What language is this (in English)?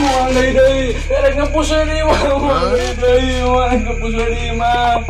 Sundanese